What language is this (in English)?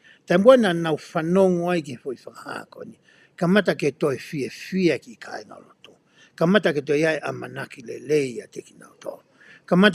Tongan